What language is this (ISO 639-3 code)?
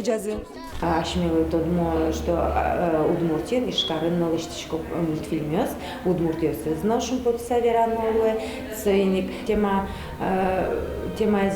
udm